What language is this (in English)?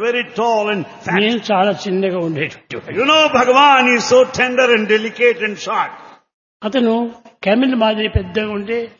Telugu